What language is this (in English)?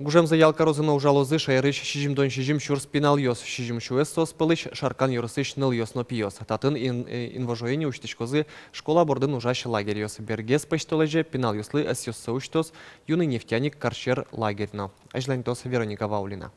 Udmurt